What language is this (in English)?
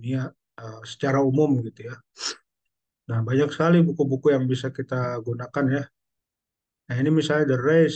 Indonesian